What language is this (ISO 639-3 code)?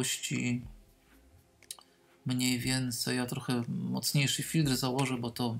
pol